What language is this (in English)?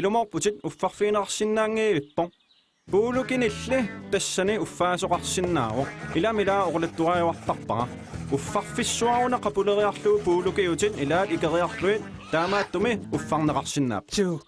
Kalaallisut